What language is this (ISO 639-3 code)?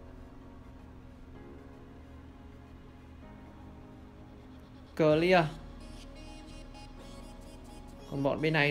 vie